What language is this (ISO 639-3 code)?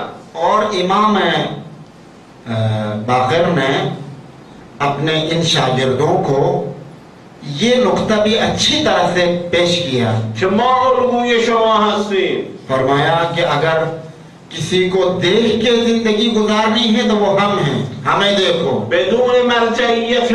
urd